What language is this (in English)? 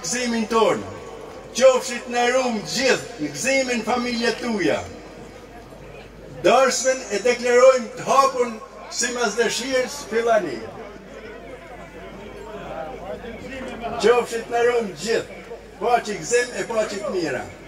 Gheg Albanian